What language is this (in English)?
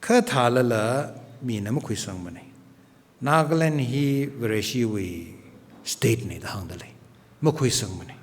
Tangkhul Naga (India)